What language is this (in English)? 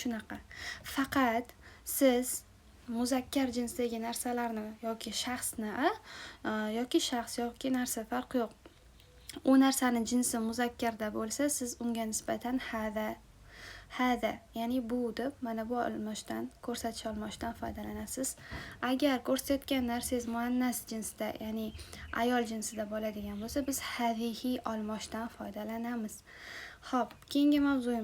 Uzbek